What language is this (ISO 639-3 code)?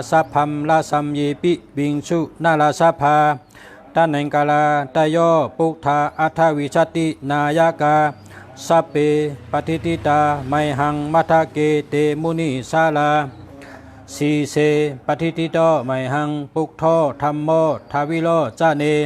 shn